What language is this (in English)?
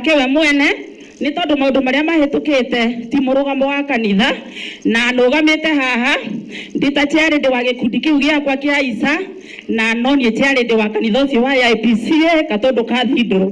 Kikuyu